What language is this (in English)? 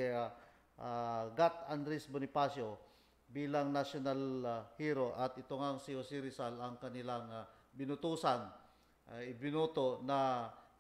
Filipino